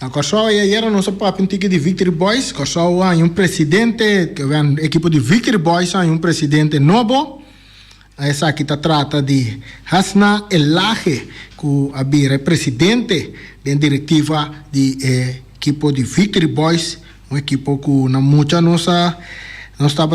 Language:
Papiamento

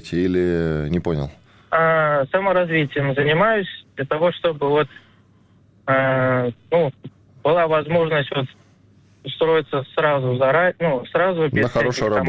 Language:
Russian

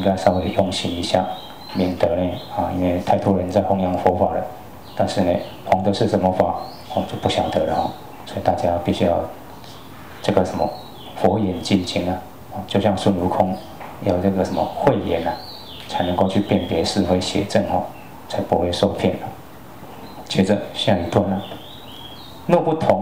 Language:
Chinese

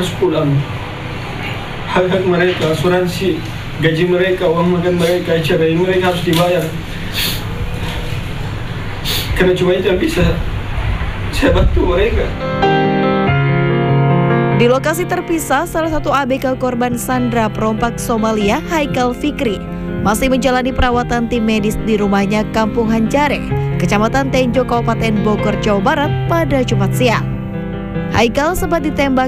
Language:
Indonesian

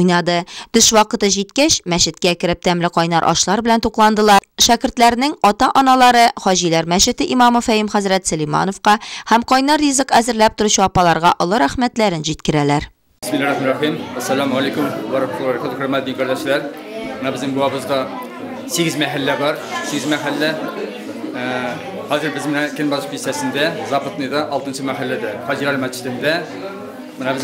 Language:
Tatar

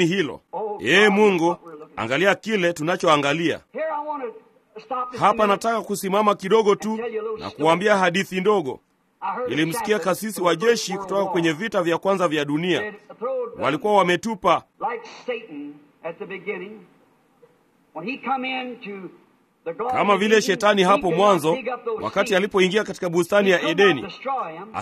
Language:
Swahili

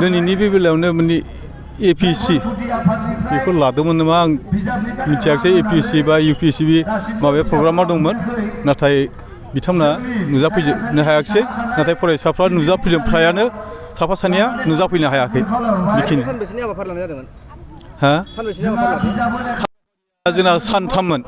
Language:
Bodo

